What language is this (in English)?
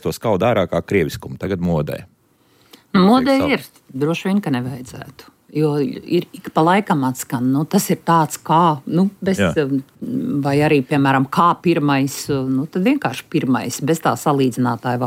Latvian